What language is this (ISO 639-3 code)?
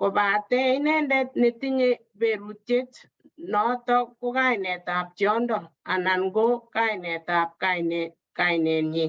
kln